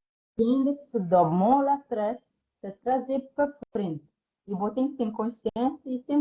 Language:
Kabuverdianu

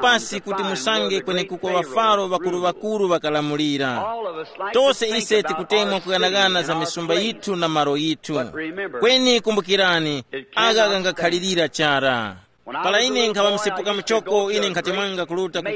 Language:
Tumbuka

